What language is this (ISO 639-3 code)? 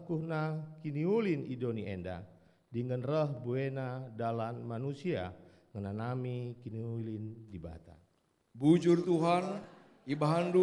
btx